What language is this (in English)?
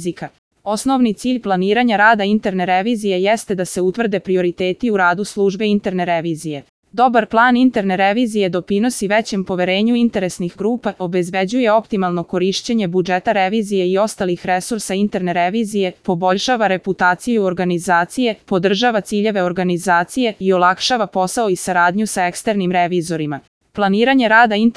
Serbian